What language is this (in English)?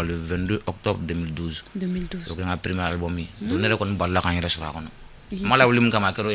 Bambara